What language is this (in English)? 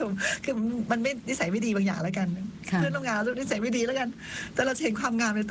Thai